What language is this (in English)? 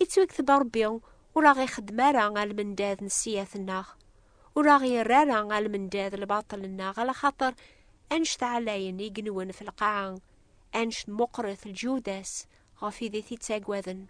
Kabyle